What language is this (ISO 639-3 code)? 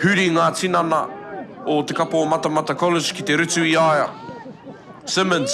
mri